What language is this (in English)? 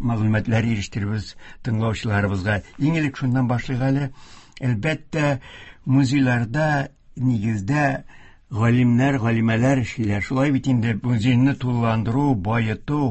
Tatar